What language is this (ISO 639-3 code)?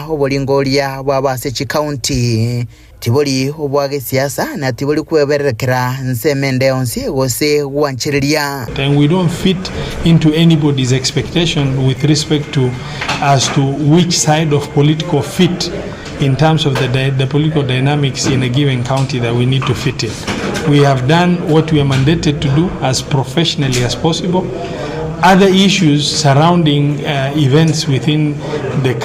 guz